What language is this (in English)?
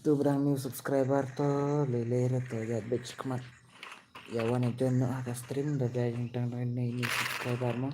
Khasi